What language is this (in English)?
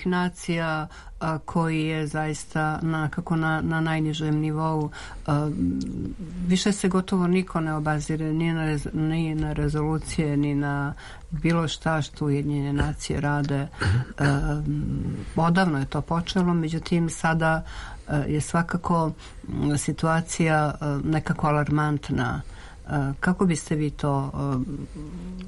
Serbian